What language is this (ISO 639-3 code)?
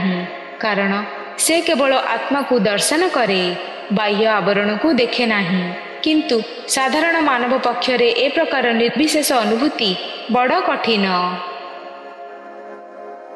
ori